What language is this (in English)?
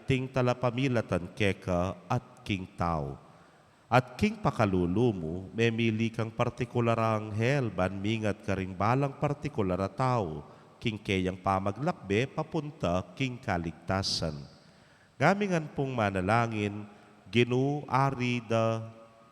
Pampanga